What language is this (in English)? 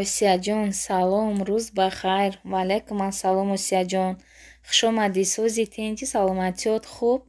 Tajik